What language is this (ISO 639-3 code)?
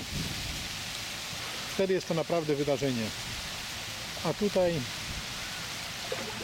pol